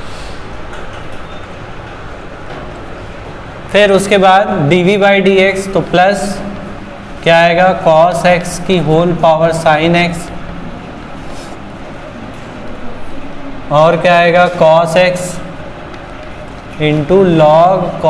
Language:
Hindi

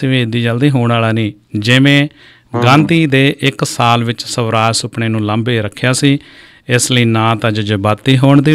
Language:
Punjabi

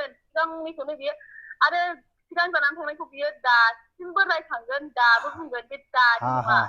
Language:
Bodo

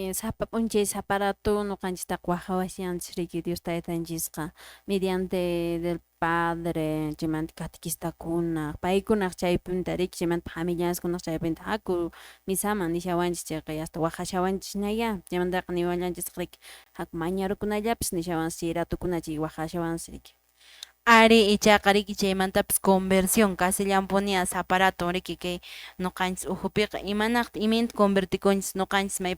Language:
Quechua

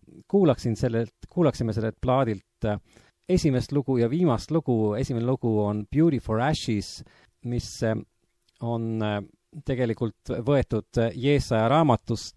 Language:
Estonian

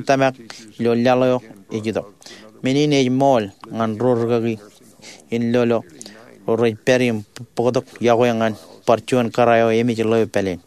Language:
Marshallese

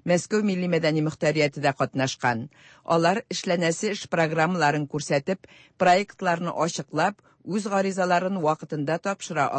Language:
Tatar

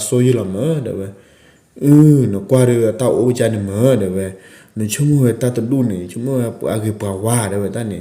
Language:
S'gaw Karen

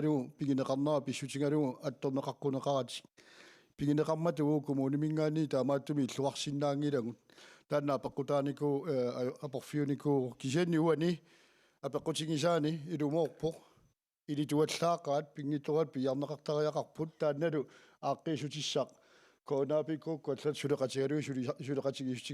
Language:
Kalaallisut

